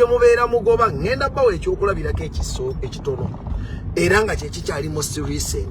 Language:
Ganda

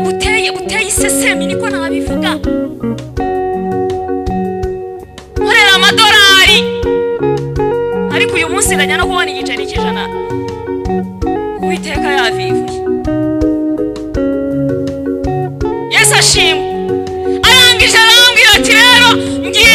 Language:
Kinyarwanda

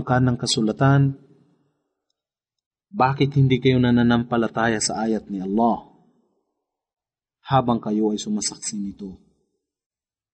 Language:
Filipino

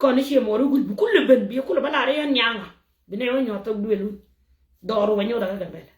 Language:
Nuer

